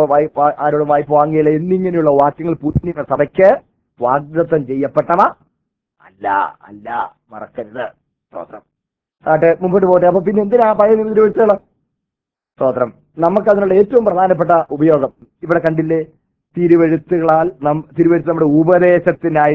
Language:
Malayalam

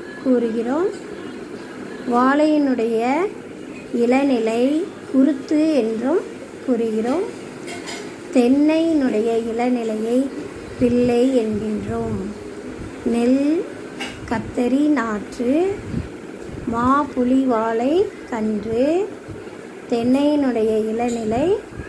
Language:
Tamil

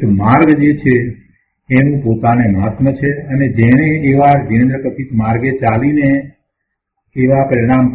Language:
Gujarati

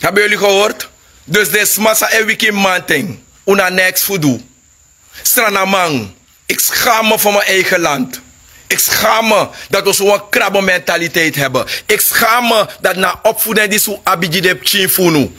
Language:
Sranan Tongo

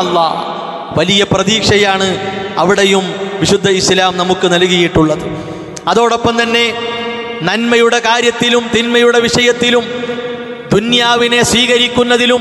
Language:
Malayalam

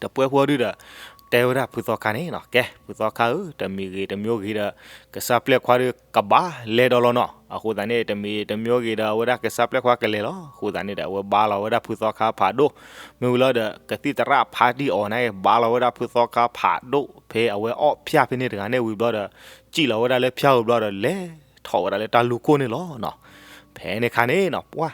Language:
S'gaw Karen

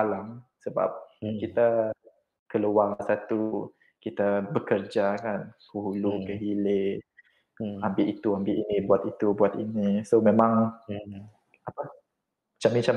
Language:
Malay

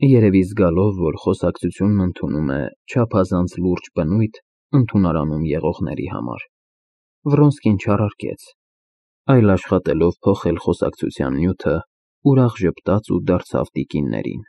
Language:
Armenian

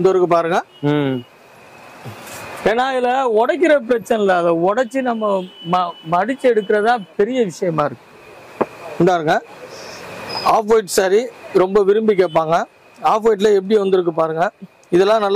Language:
Tamil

